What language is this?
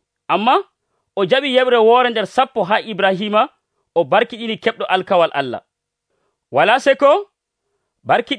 Nigerian Fulfulde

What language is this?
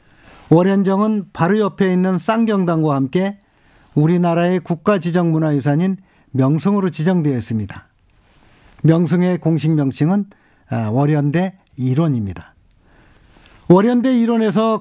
Korean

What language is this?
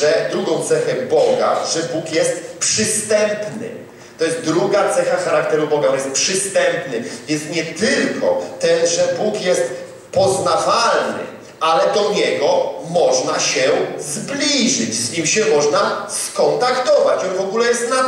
Polish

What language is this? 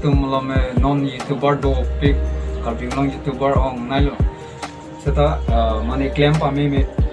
Karbi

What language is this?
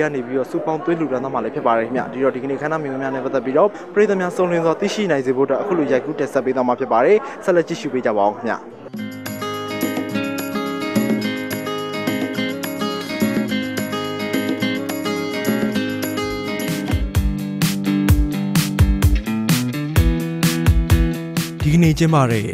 Burmese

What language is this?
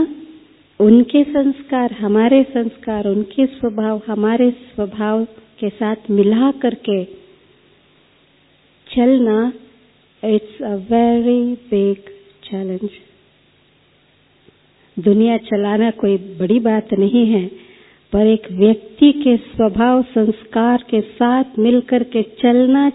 Hindi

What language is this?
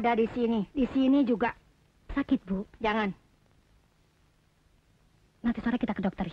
Indonesian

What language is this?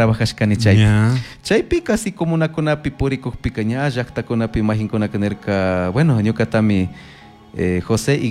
Chimborazo Highland Quichua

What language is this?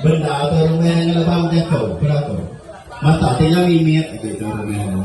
Iban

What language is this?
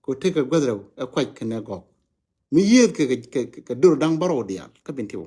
Nuer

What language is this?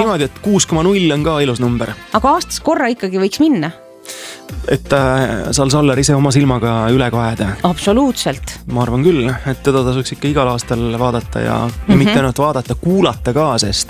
Estonian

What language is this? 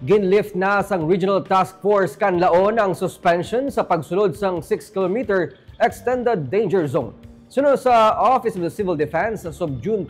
Hiligaynon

